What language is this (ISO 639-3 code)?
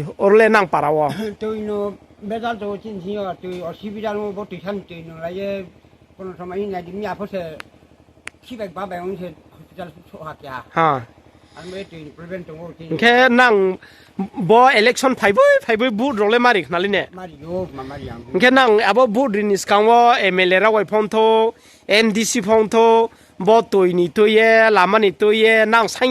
ria